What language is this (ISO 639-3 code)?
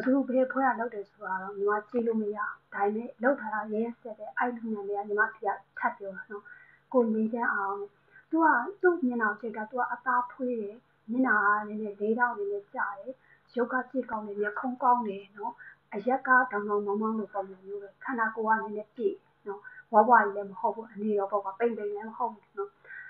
mya